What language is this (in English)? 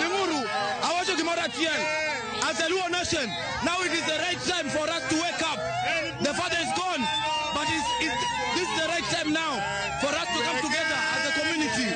Luo (Kenya and Tanzania)